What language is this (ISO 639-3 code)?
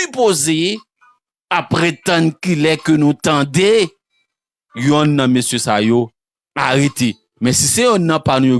hat